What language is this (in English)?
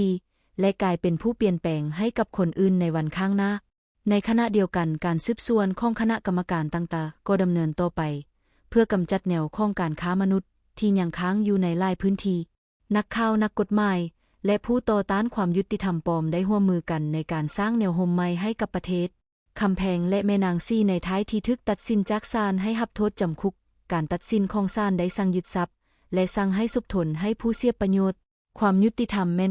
Lao